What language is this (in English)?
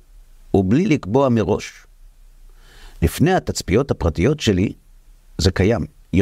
Hebrew